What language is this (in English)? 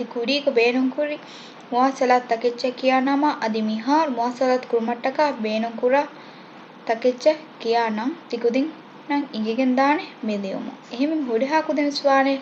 Divehi